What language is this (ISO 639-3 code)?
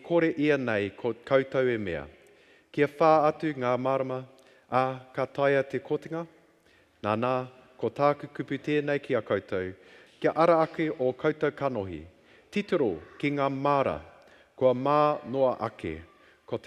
mri